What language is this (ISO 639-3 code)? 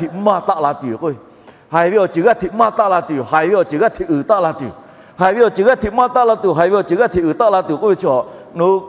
lhu